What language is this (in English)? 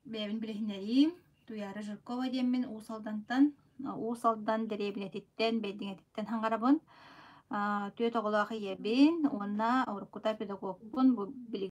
Yakut